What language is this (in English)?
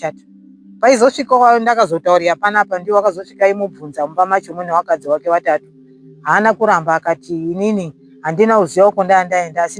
Shona